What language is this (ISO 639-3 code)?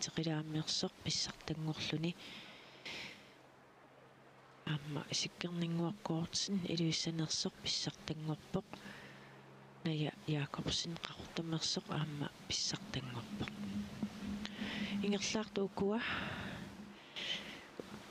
kal